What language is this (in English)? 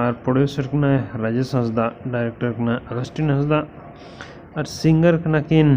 Santali